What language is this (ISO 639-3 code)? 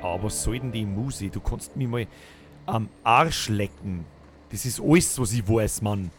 bar